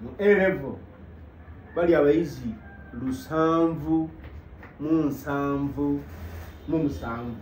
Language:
Ganda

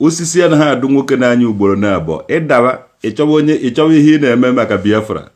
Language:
Igbo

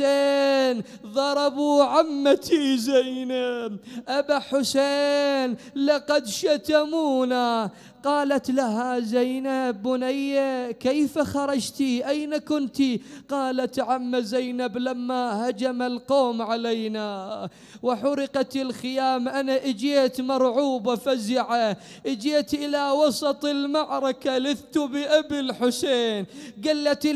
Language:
Mesopotamian Arabic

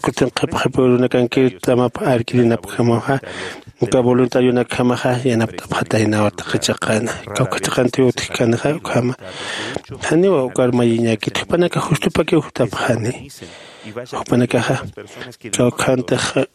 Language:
Aymara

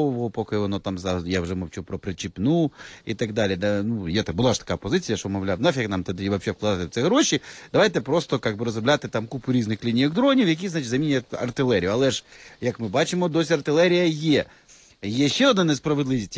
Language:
Ukrainian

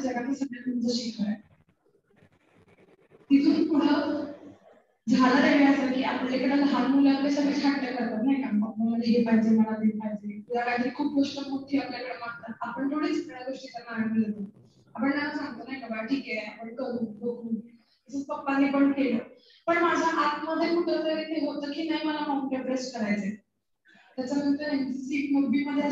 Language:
Marathi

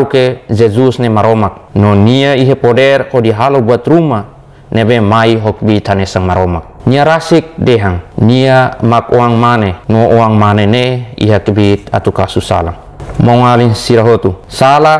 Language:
Tetum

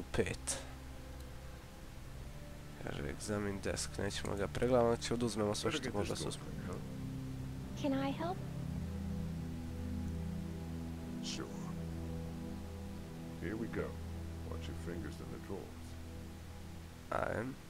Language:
Croatian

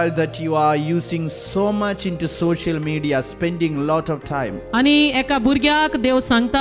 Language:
Konkani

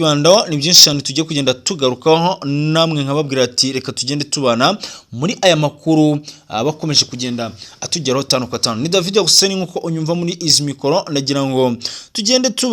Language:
Kinyarwanda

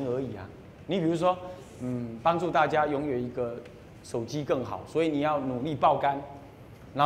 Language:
Chinese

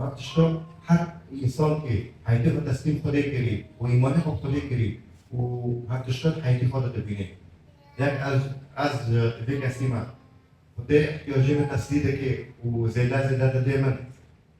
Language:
Kurdish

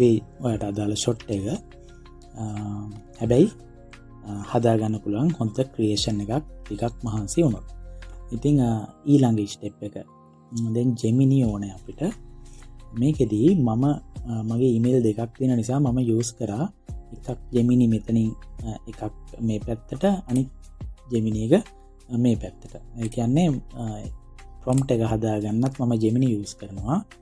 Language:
Sinhala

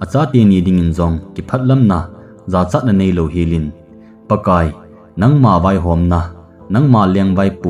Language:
Thado Chin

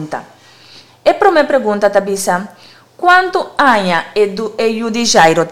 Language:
Papiamento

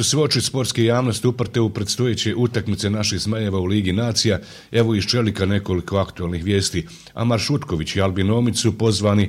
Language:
Bosnian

